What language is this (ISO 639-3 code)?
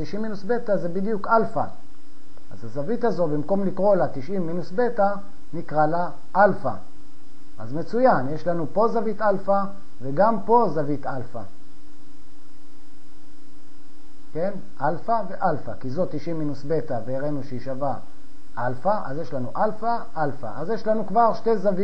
heb